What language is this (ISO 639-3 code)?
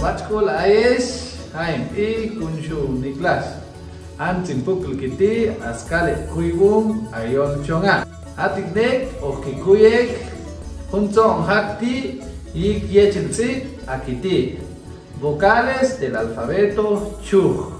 cac